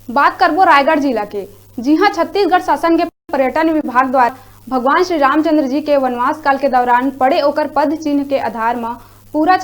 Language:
Chhattisgarhi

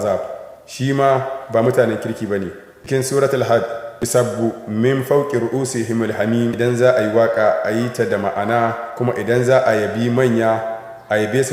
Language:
Hausa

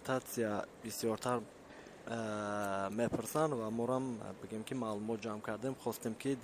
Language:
Tajik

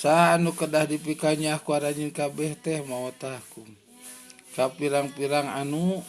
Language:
Sundanese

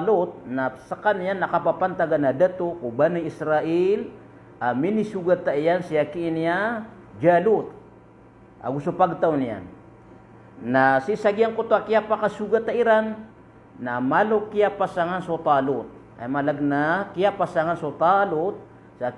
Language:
Maranao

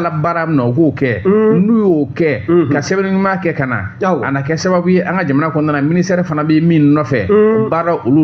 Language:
Bambara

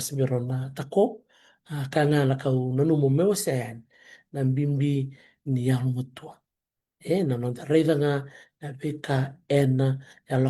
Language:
Fijian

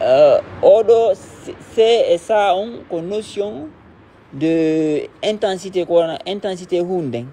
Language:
Fula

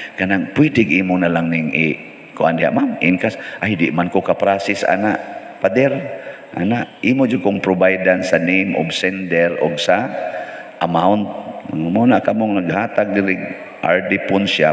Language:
Cebuano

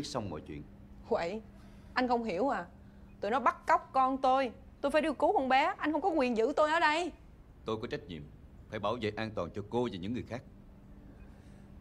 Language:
Vietnamese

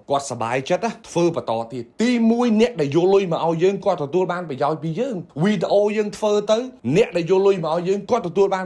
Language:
Khmer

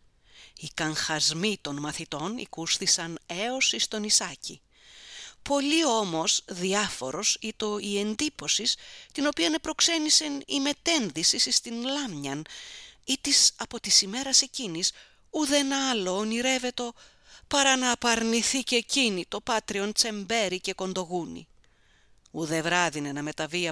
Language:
Greek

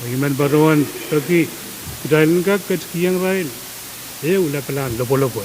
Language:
Pohnpeian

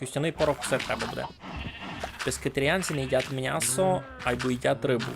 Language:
Rusyn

